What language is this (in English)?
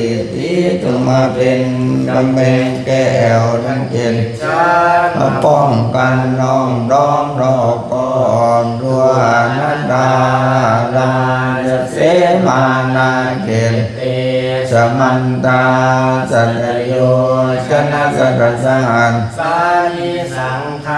Pali